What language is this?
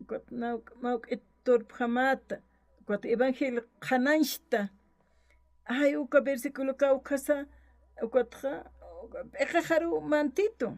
Aymara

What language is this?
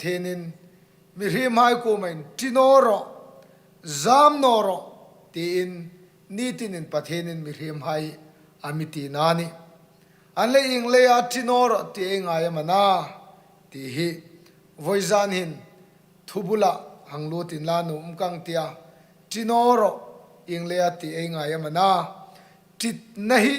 Hmar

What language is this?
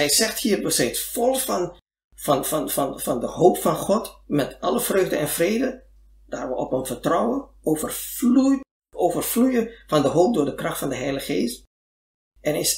Dutch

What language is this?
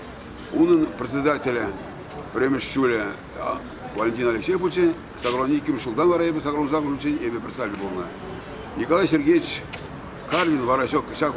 Chuvash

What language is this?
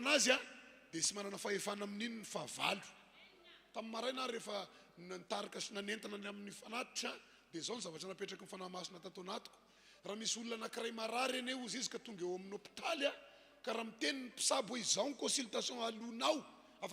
Malagasy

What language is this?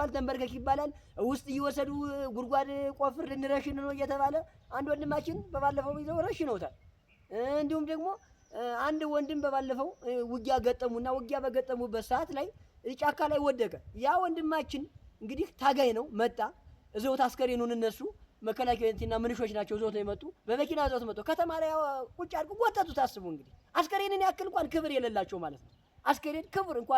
Amharic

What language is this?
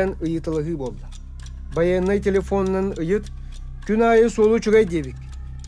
Yakut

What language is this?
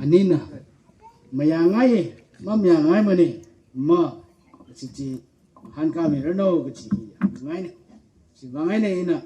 Tangkhul Naga (India)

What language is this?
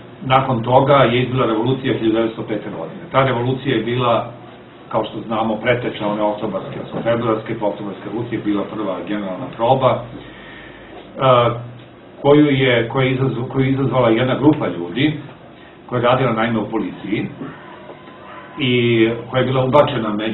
Serbian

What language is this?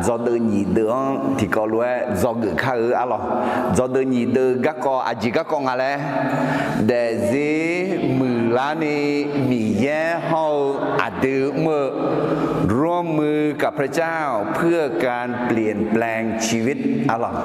Akha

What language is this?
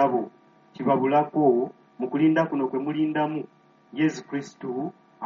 Ganda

